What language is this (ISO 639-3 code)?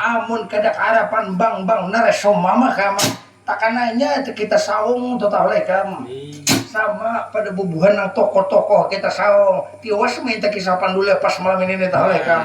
bjn